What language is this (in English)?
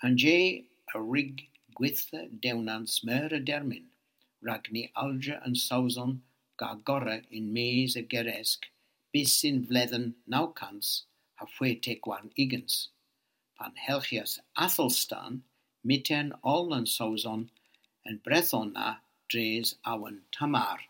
Cornish